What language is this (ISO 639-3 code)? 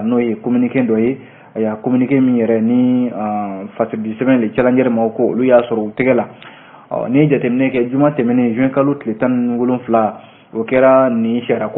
bam